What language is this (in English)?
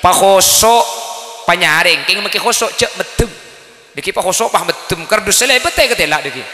Madurese